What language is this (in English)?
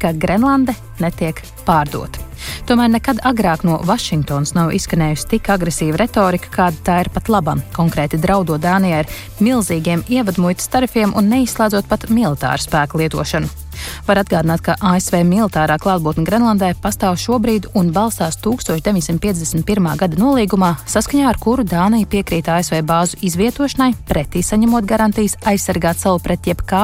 Latvian